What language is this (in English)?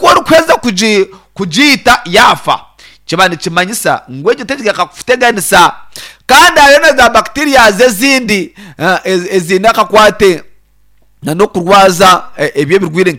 Nyankole